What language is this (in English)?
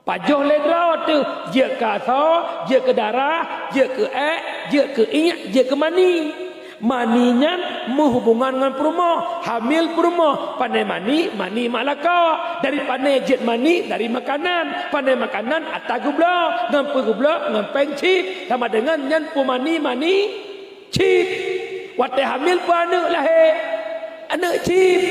Achinese